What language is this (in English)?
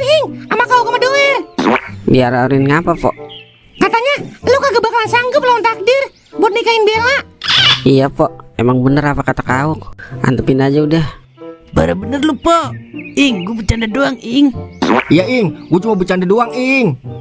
Betawi